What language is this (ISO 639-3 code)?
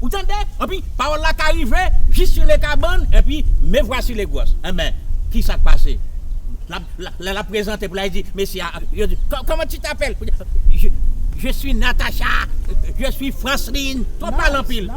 hat